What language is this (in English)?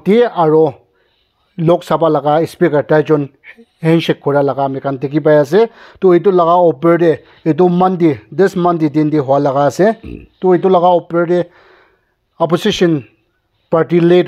Naga Pidgin